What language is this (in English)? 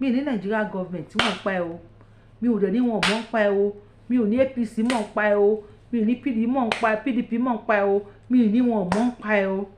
Yoruba